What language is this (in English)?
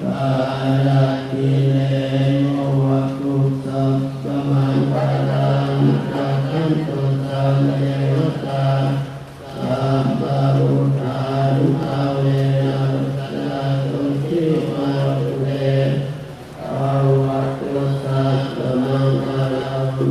Pali